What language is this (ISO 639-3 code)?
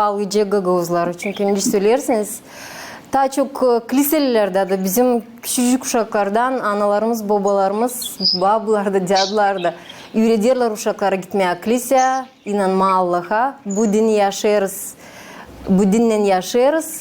gag